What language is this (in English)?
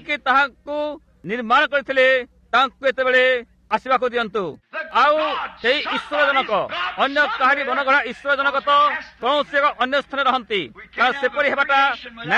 Odia